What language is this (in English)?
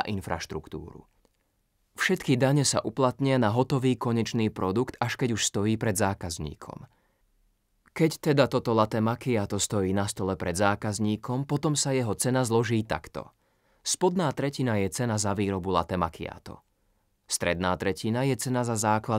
Slovak